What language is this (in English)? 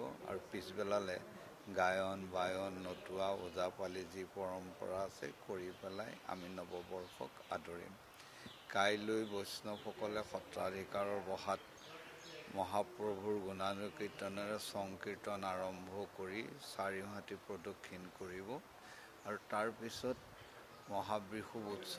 Assamese